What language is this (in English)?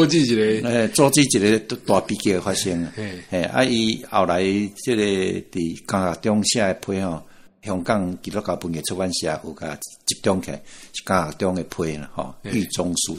Min Nan Chinese